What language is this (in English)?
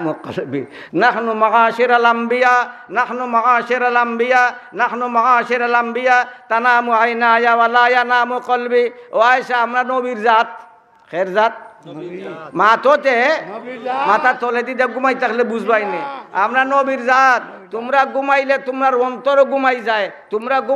Sylheti